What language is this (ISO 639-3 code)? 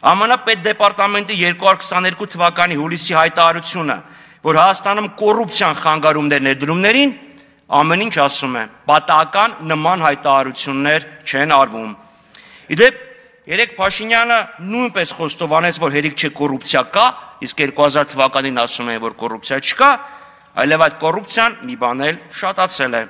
hye